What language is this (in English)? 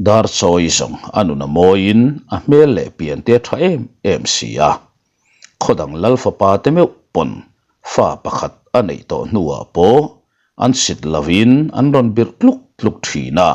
Mizo